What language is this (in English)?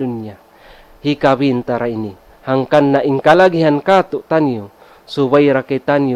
Tausug